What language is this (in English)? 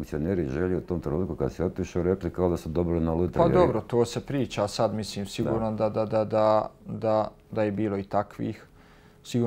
Bosnian